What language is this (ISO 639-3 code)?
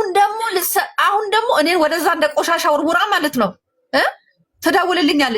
amh